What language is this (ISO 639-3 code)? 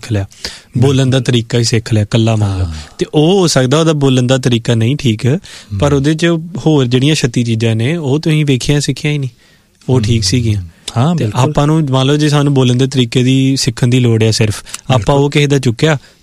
pan